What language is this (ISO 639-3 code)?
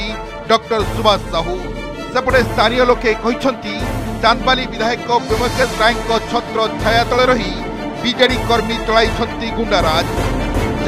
ori